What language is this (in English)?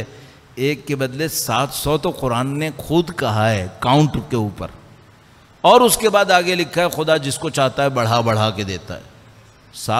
Urdu